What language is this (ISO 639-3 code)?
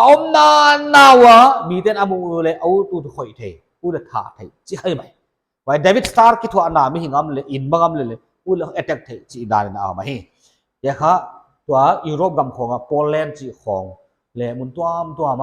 pck